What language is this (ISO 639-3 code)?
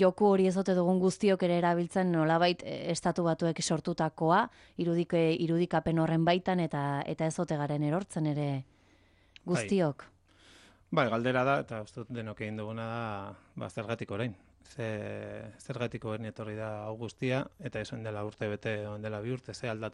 eus